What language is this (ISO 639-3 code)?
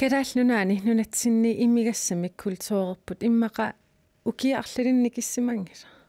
kal